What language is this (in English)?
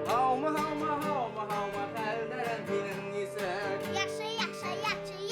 Bashkir